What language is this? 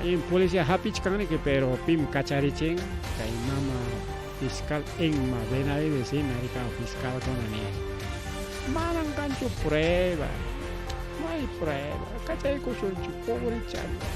Ayacucho Quechua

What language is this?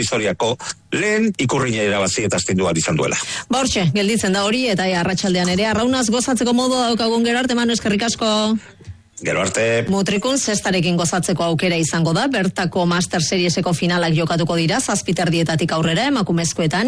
Basque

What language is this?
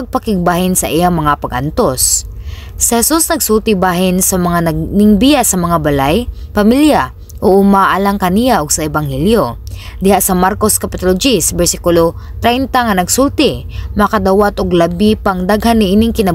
Cebuano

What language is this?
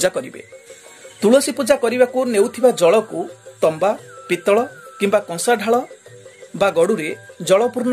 Odia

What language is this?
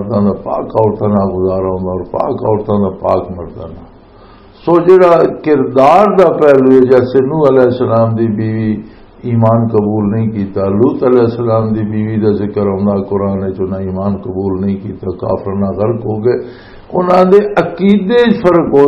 Western Panjabi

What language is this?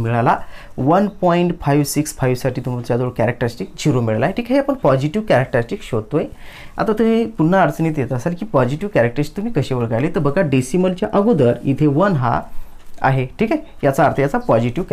Marathi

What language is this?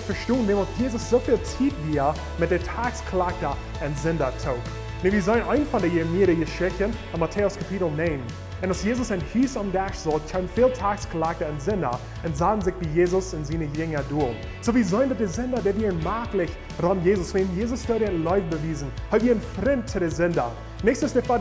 Plautdietsch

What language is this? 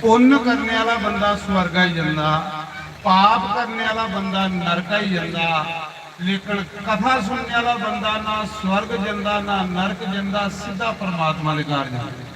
Dogri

